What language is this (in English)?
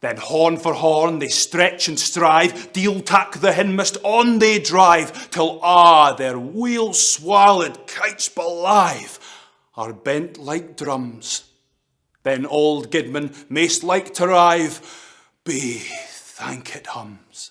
Scots